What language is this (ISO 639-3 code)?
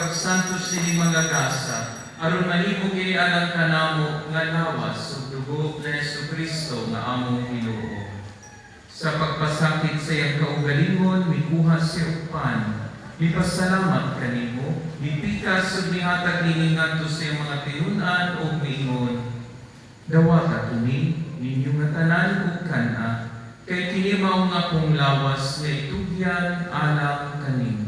ceb